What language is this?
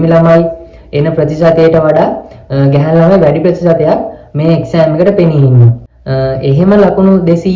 Sinhala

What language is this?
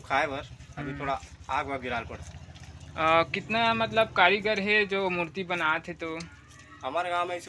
Chhattisgarhi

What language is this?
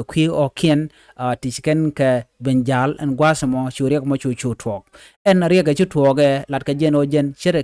Nuer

